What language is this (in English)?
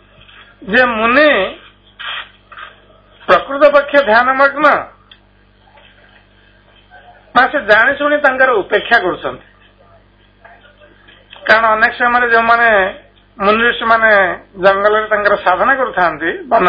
Odia